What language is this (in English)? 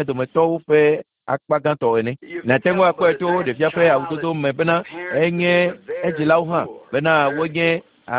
Ewe